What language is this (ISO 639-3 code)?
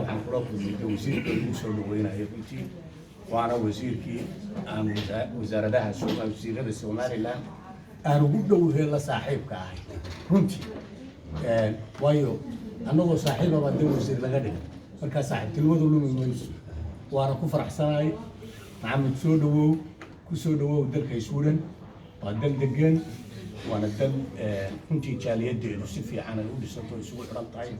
som